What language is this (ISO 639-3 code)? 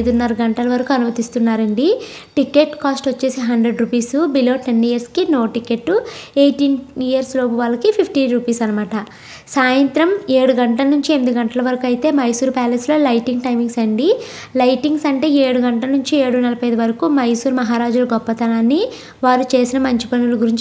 tel